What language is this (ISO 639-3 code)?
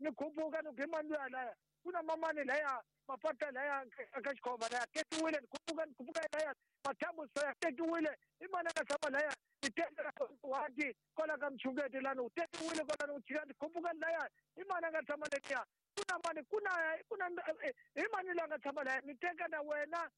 tso